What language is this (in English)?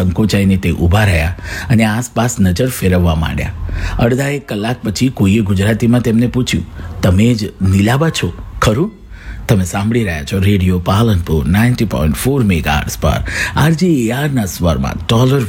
Gujarati